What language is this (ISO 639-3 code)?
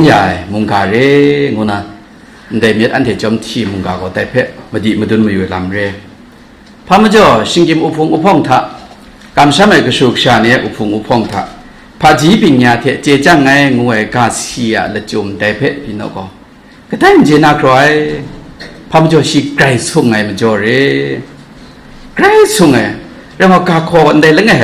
kac